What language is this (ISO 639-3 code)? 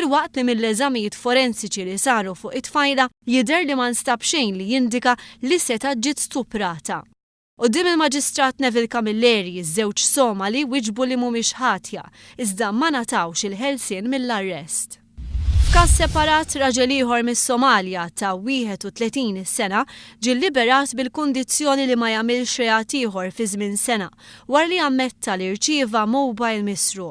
mlt